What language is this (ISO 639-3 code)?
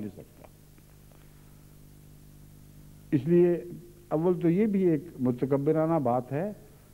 urd